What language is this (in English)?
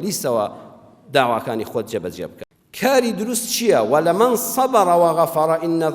Central Kurdish